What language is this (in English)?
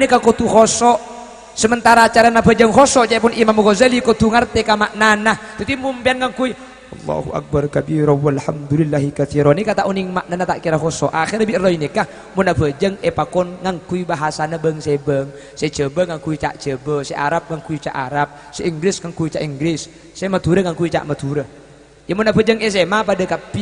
Madurese